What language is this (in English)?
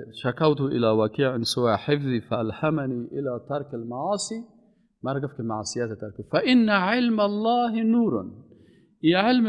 Persian